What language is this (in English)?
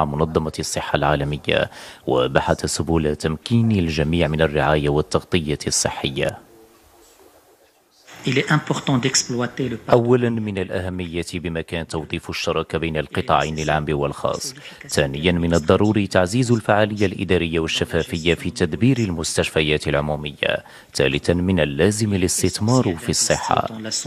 Arabic